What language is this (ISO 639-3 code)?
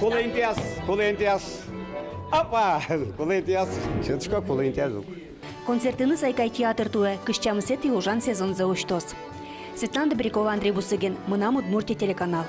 udm